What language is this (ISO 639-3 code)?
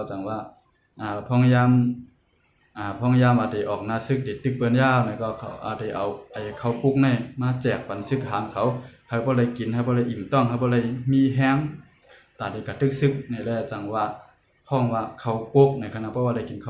shn